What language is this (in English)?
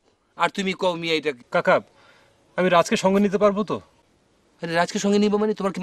Bangla